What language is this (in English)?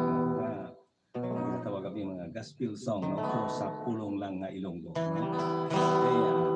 Hiligaynon